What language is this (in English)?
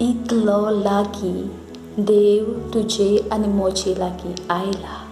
Konkani